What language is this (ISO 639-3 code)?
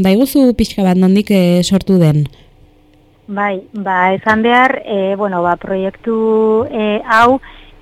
eus